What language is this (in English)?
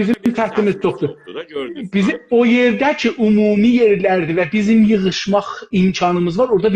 South Azerbaijani